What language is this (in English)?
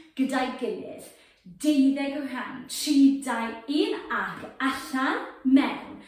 Welsh